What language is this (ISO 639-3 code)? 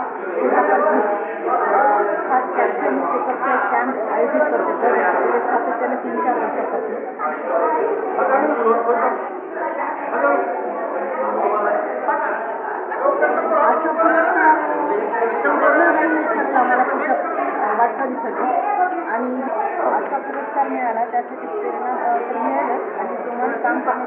mar